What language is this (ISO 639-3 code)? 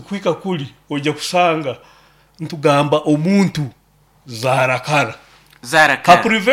nyo